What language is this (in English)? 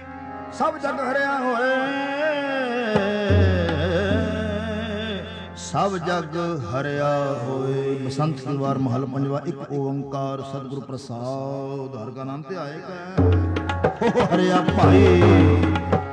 Punjabi